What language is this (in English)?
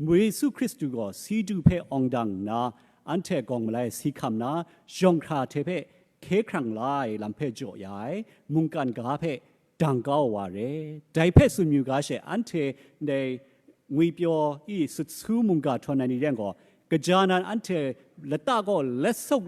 Kachin